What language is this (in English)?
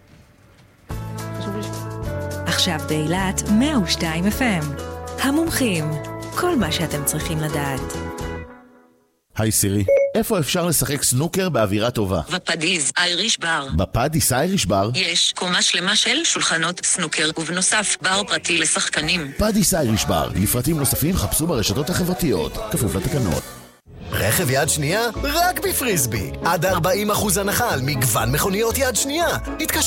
Hebrew